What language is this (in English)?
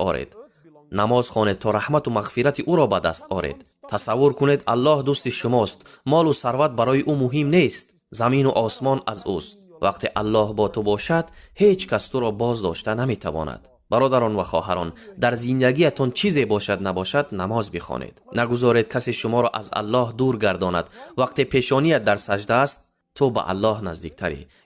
Tajik